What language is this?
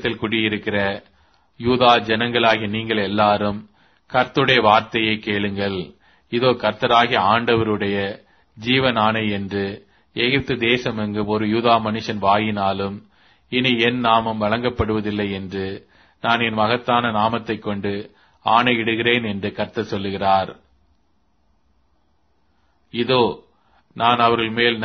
Tamil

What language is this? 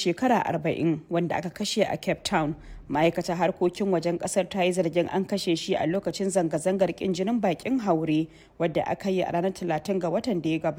Hausa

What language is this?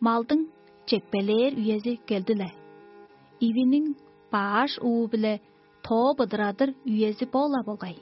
Tuvinian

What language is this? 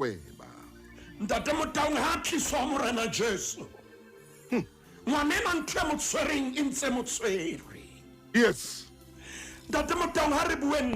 Southern Sotho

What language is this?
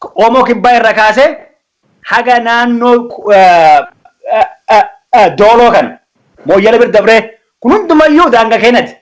Oromo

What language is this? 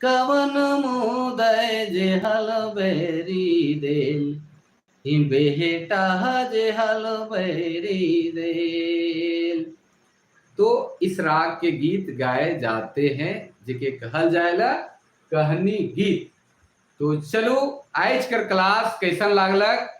Sadri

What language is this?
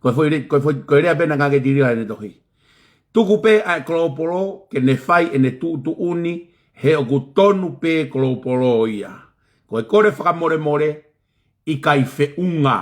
Tongan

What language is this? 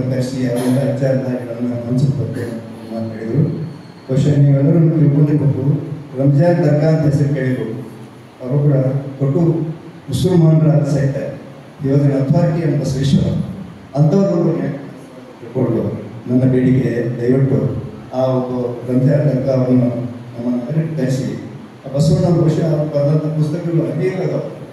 Kannada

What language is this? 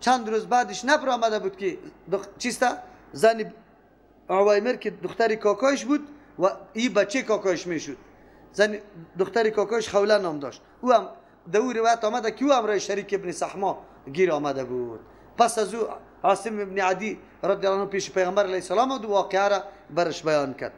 Persian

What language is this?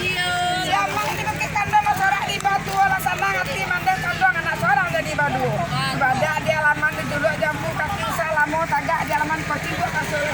Minangkabau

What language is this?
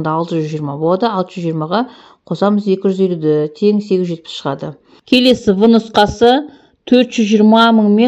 Kazakh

